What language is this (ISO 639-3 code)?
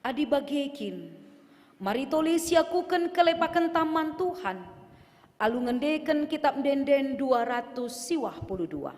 btx